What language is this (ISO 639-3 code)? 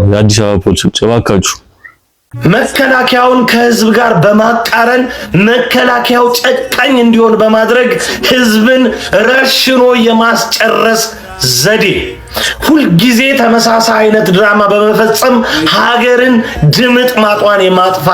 amh